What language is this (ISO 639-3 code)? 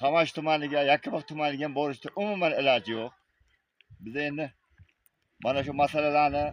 uzb